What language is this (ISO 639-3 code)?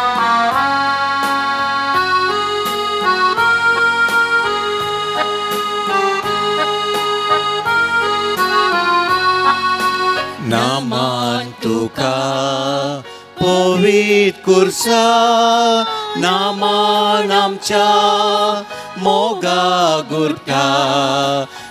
kok